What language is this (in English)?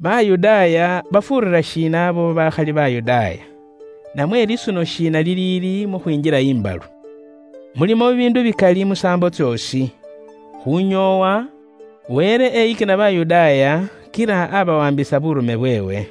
Luyia